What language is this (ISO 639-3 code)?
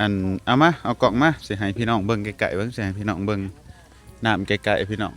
lao